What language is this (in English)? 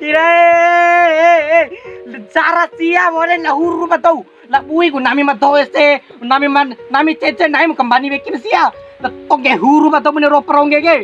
Bima